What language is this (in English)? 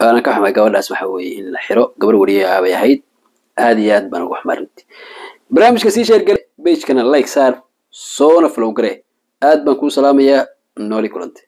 Somali